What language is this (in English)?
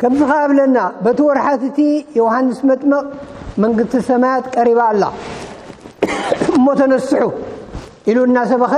Tigrinya